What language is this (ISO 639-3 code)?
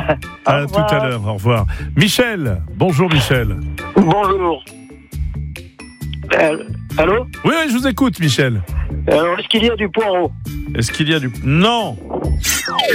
fra